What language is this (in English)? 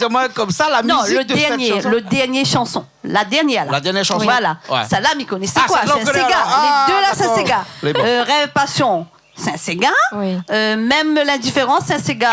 Réunion Creole French